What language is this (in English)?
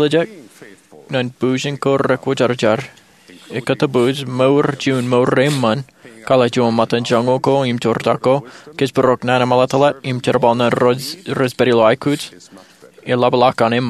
Marshallese